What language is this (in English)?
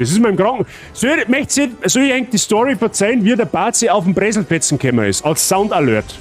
Bavarian